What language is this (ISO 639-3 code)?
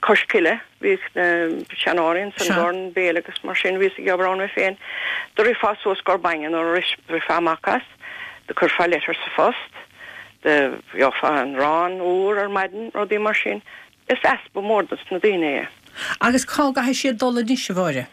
gle